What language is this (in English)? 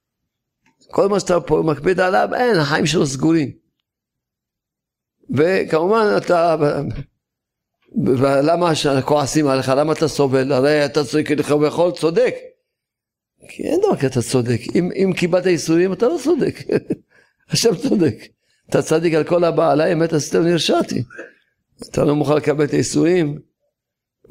Hebrew